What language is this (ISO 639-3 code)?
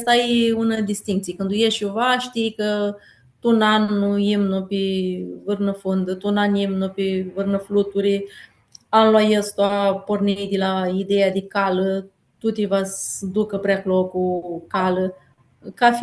rup